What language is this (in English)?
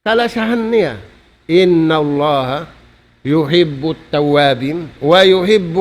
Tausug